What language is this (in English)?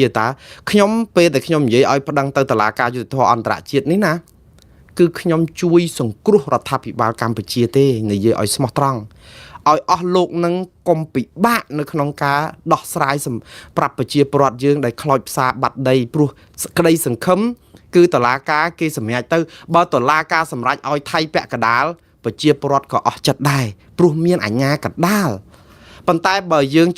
Khmer